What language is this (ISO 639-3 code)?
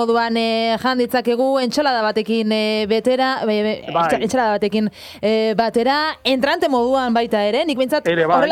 eus